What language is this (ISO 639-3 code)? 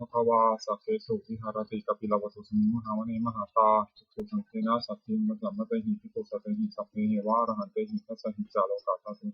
pli